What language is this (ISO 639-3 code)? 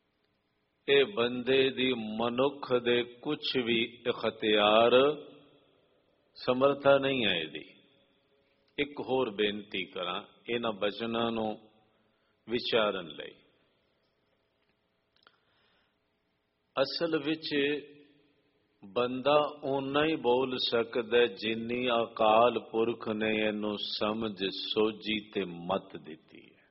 pan